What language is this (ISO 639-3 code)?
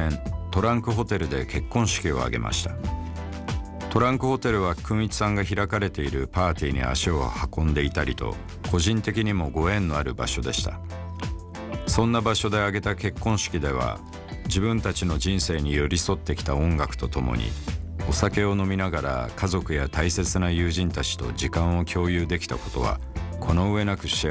jpn